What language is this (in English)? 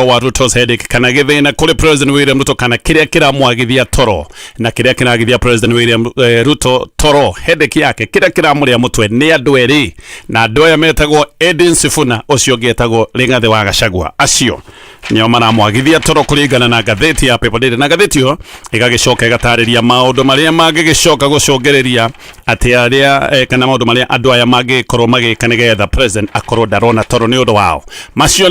Kikuyu